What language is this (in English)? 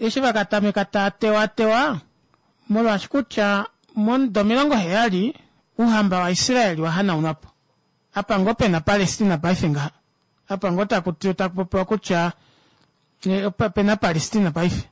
Kuanyama